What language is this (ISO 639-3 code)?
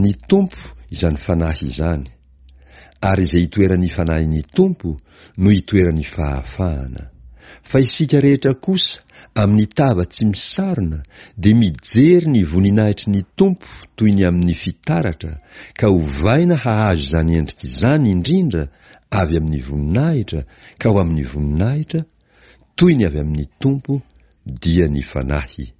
mlg